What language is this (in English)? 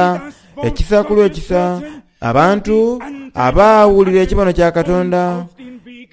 Soga